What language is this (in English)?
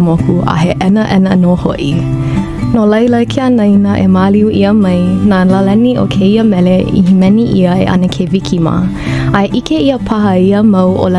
Hawaiian